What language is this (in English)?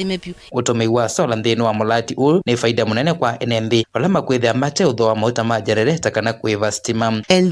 Kamba